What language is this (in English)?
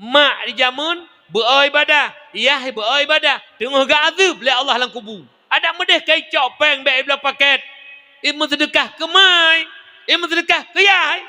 Achinese